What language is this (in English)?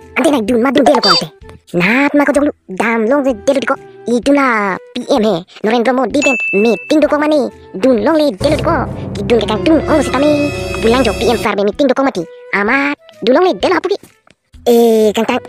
Karbi